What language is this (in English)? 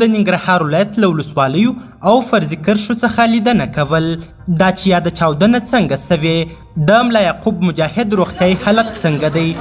Pashto